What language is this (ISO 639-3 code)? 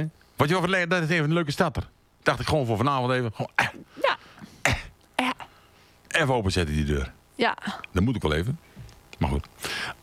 nld